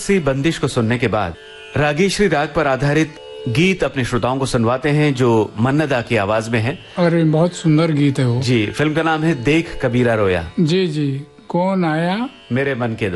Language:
Hindi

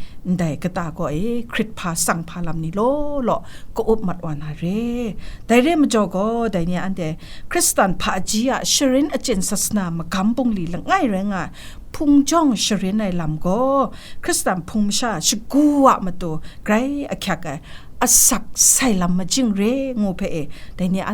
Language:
Kachin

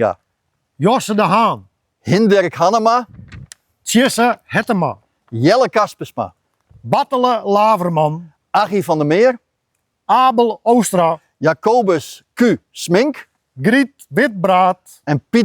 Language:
Western Frisian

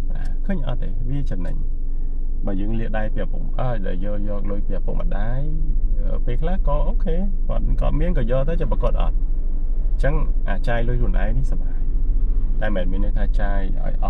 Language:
Khmer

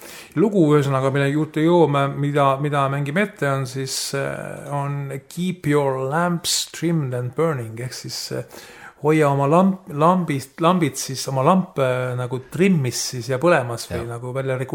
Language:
Estonian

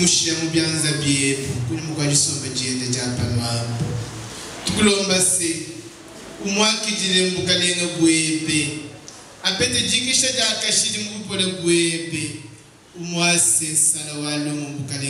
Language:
Luba-Lulua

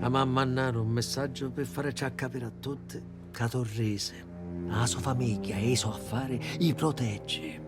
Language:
Sicilian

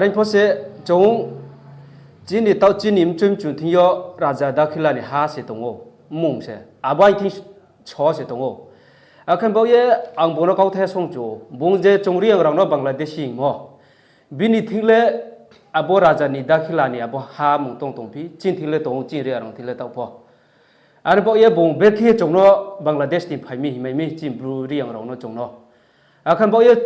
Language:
Riang (India)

